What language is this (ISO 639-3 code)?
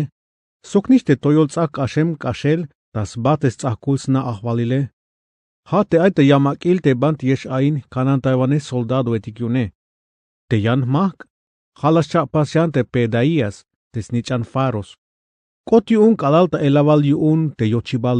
tzh